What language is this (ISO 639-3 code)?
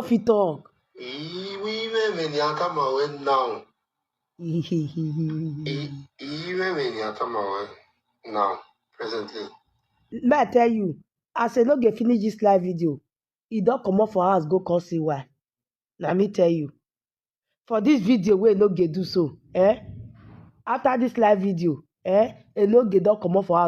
pcm